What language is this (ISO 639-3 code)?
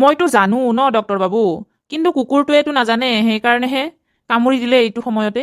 asm